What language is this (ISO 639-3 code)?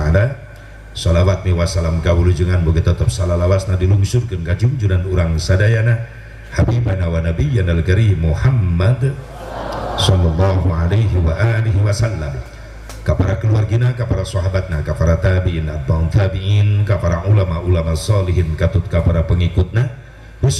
sun